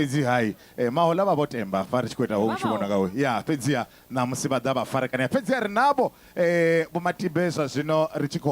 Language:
Venda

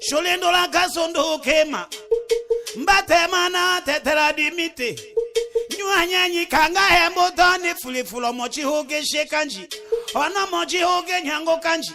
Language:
Tetela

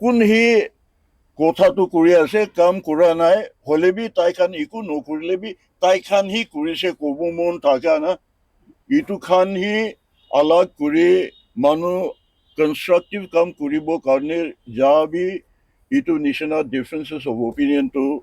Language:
Naga Pidgin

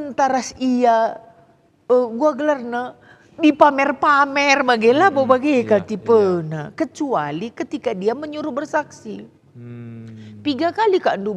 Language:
Batak Karo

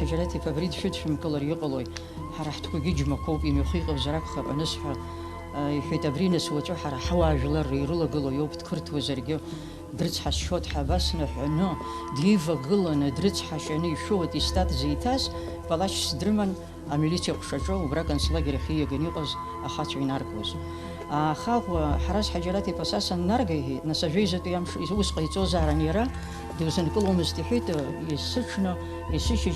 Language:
Abkhazian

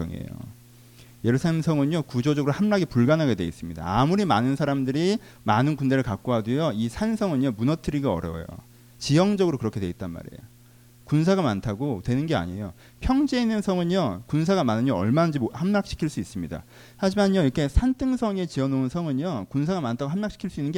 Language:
Korean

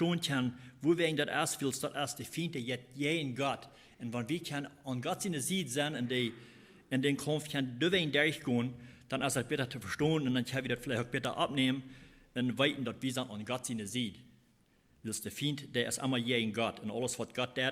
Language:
Plautdietsch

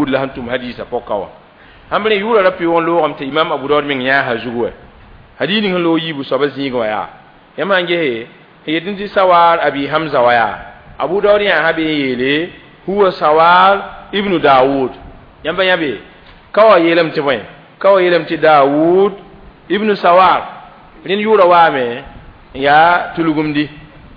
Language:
Mossi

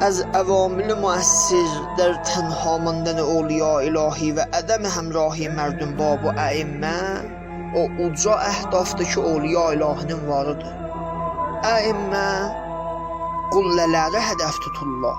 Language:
South Azerbaijani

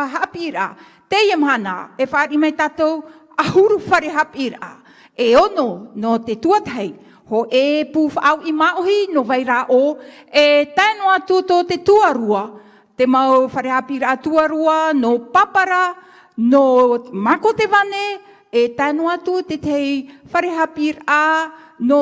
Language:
Tahitian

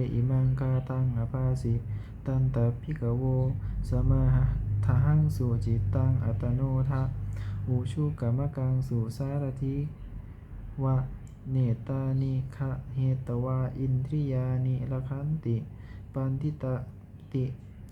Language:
Pali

